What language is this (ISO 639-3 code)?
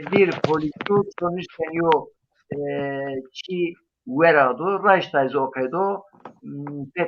zza